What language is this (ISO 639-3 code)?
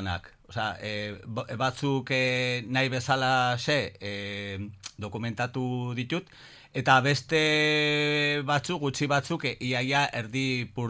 eus